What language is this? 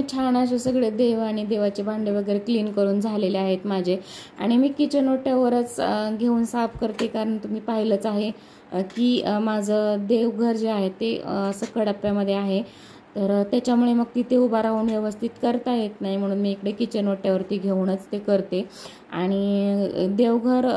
Marathi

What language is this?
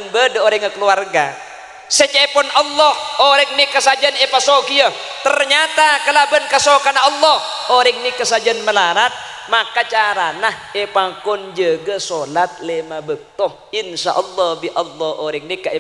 Madurese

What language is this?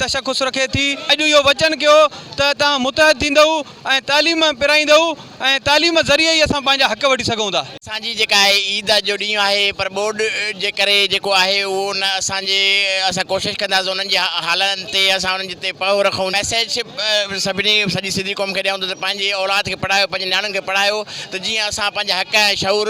Sindhi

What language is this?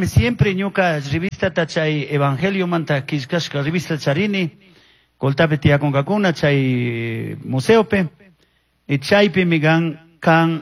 Chimborazo Highland Quichua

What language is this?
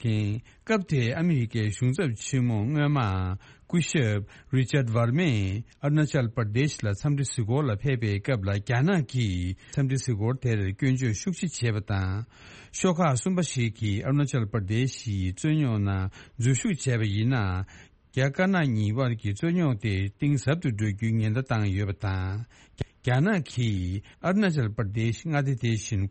Tibetan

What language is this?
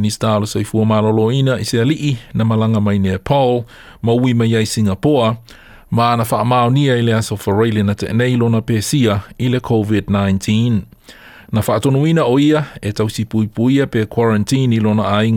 Samoan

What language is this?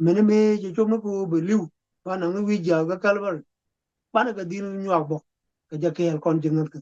Nuer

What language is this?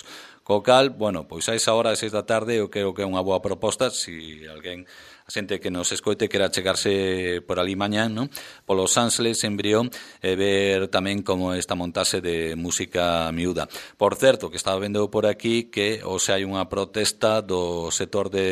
Galician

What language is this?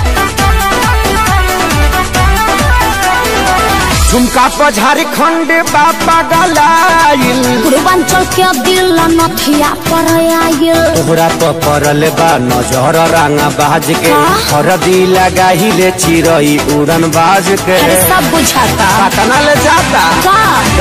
Bhojpuri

